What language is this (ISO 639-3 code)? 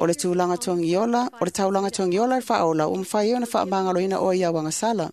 smo